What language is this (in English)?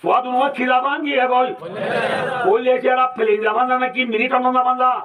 Rohingya